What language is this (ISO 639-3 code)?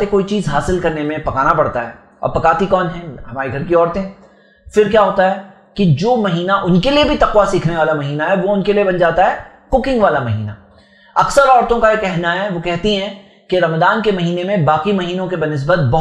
urd